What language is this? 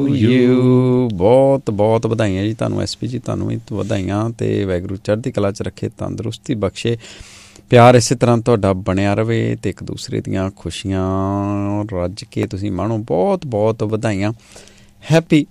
Punjabi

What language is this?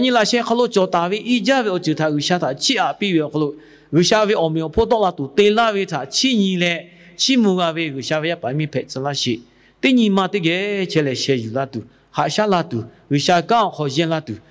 Lahu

